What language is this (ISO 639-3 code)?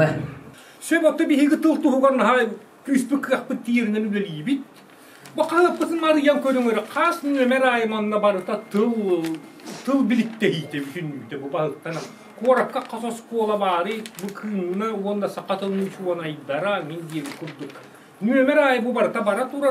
sah